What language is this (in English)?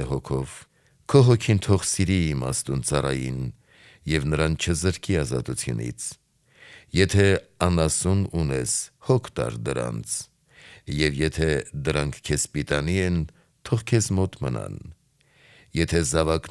Armenian